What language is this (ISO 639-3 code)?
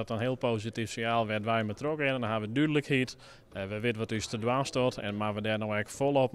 fry